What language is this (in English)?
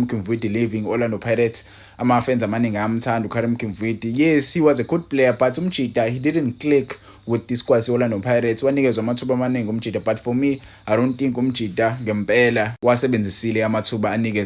Zulu